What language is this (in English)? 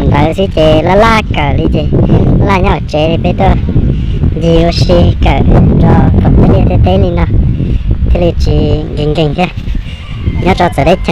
Hmong